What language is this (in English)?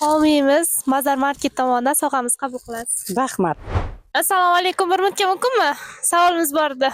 Uzbek